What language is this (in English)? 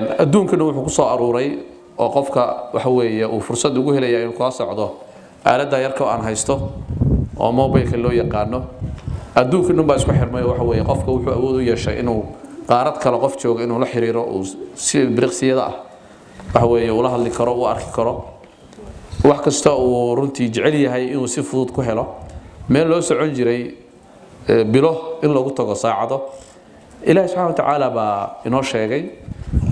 Somali